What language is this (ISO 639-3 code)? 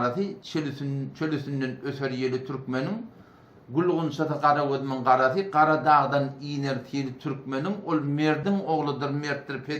tuk